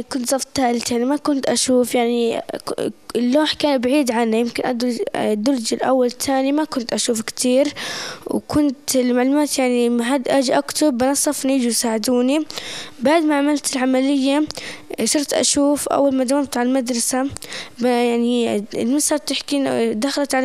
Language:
North Levantine Arabic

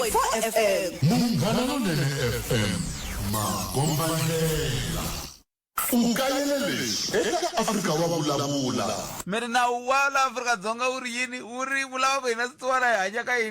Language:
Tsonga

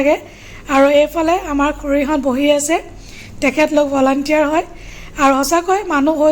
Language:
Assamese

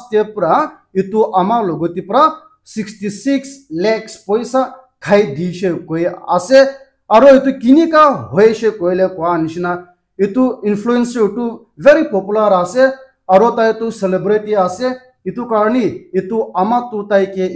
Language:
Naga Pidgin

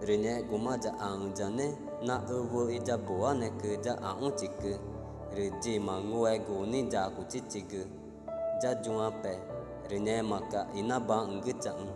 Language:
Ticuna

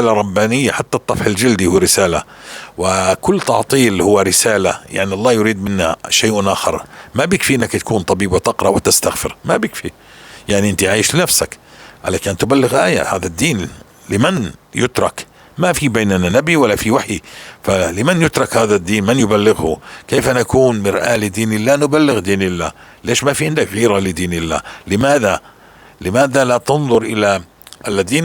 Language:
North Levantine Arabic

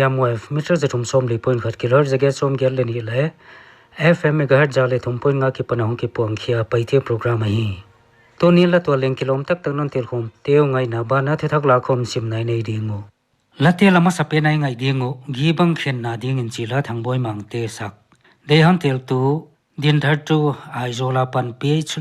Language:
Paite Chin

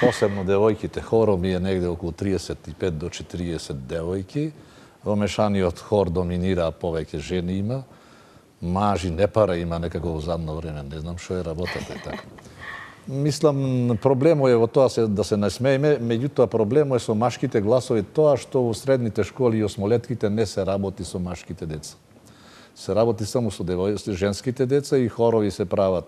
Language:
Macedonian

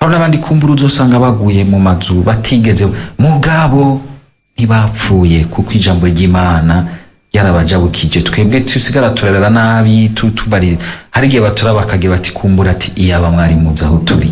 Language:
Rundi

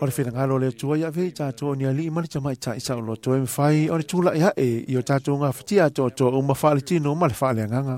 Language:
Samoan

